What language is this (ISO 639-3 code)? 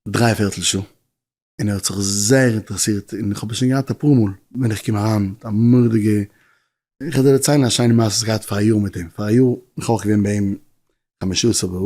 yid